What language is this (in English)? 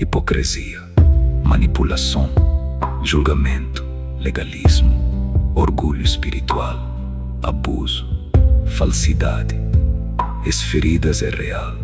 Kabuverdianu